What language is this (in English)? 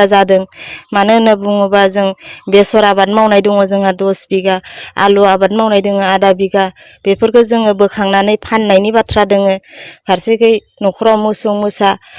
Bodo